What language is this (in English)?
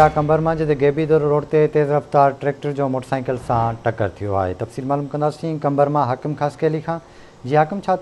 Sindhi